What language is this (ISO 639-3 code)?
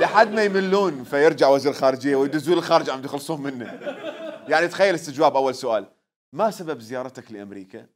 acm